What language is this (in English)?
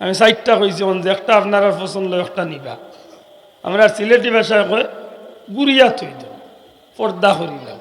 Sylheti